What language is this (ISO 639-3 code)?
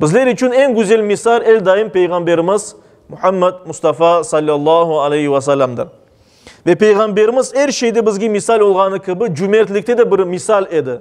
crh